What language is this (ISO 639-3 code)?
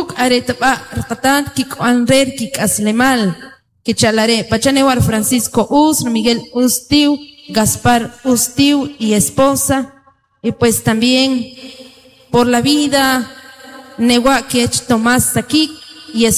quc